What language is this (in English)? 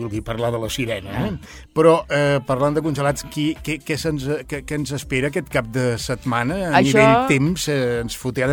Catalan